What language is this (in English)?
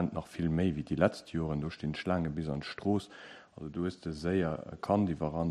Luxembourgish